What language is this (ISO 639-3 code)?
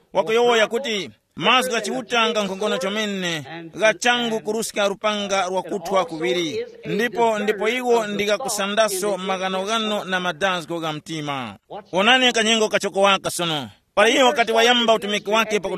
tum